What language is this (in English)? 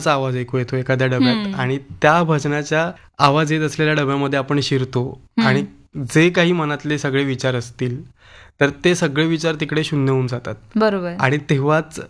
Marathi